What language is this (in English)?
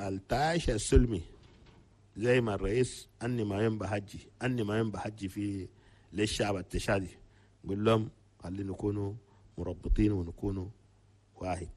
Chadian Arabic